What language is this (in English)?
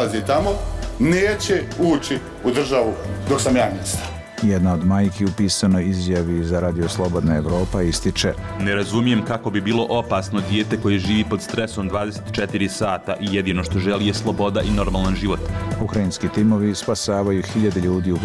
Serbian